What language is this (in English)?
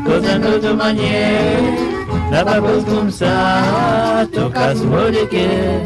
Morisyen